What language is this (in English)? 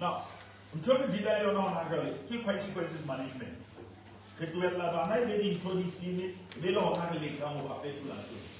Southern Sotho